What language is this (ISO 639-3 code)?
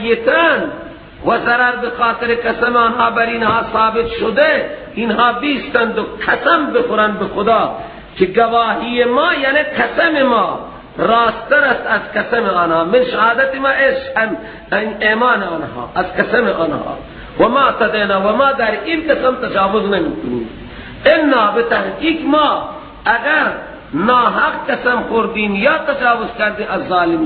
fas